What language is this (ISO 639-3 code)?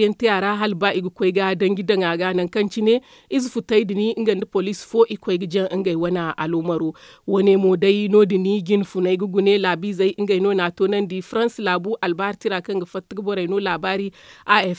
dje